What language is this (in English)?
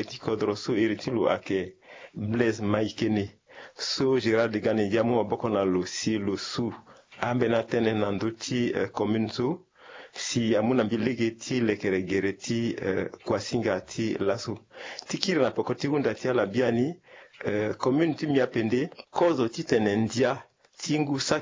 Sango